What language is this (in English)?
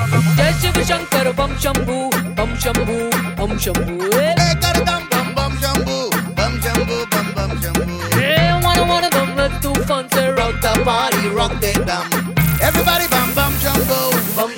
Hindi